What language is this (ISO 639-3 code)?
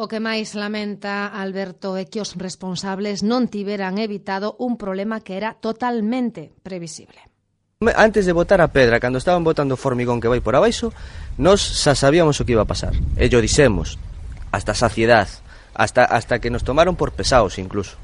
glg